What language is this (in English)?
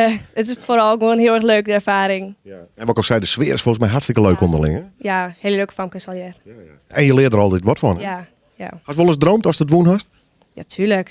Western Frisian